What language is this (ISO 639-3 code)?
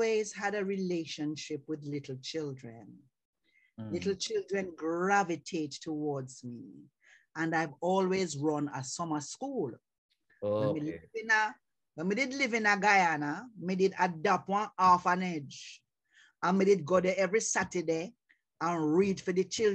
jam